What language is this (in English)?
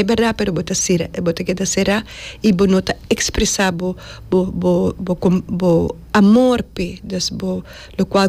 Papiamento